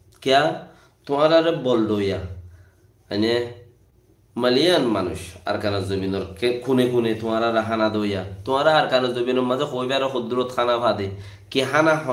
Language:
Rohingya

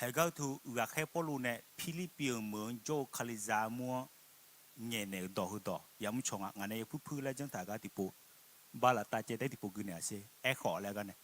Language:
Akha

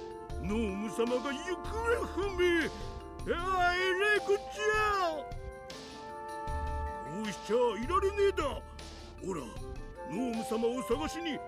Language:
Japanese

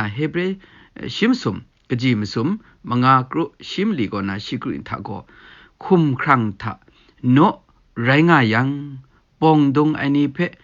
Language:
Kachin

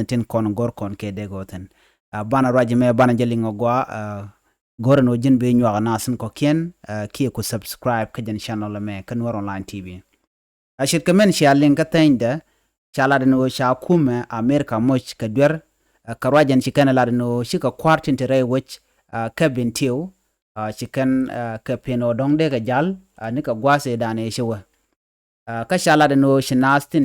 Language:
Nuer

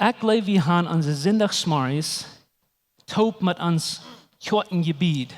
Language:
Plautdietsch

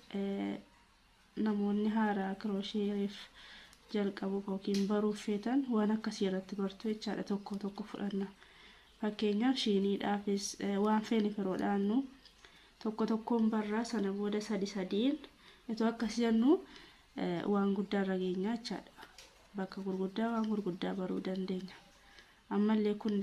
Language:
Oromo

